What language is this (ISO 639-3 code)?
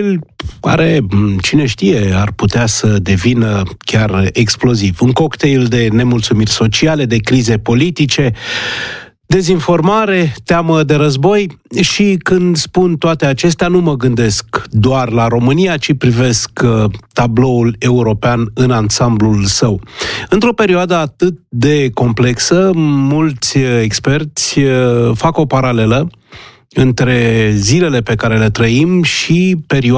ron